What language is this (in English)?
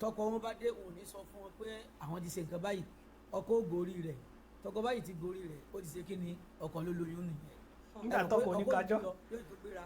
Yoruba